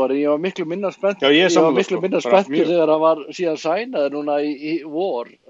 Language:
Icelandic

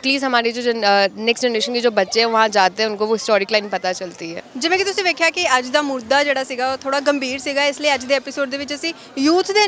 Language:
Punjabi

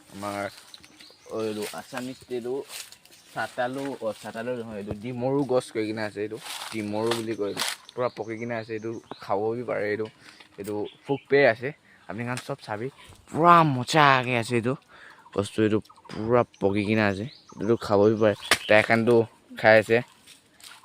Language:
Naga Pidgin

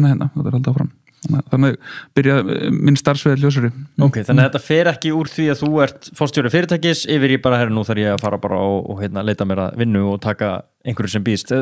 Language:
Icelandic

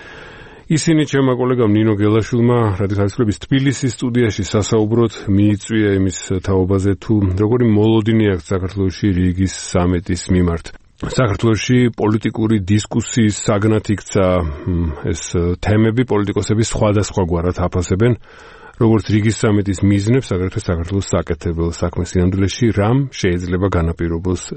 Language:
Georgian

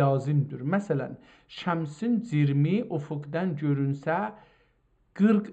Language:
South Azerbaijani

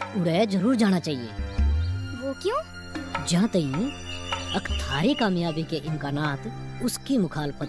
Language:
Haryanvi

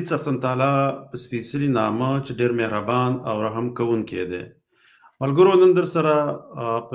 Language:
Pashto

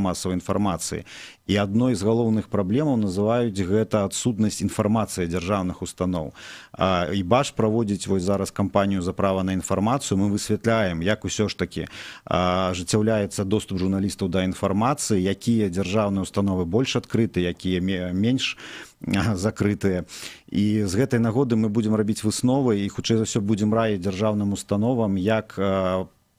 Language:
Belarusian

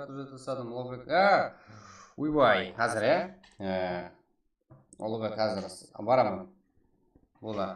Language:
Kara-Kalpak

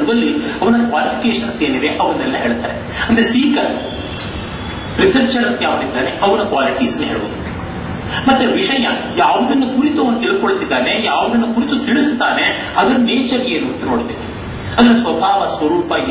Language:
Kannada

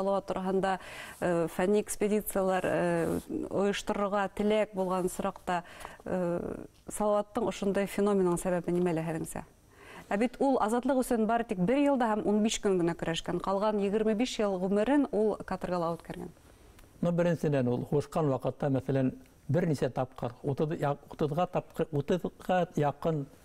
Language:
Bashkir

